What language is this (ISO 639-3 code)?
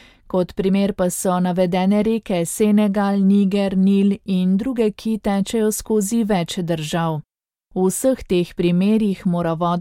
slv